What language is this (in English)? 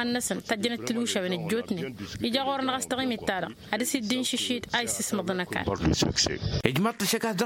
Tamasheq